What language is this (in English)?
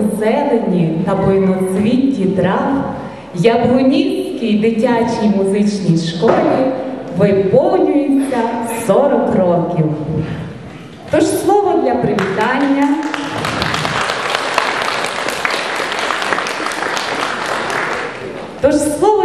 Ukrainian